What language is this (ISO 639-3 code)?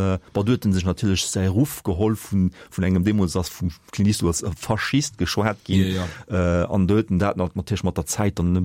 ltz